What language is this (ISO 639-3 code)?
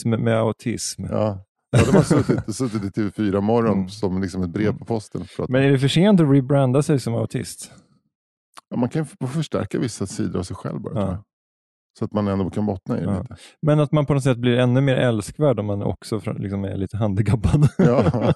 swe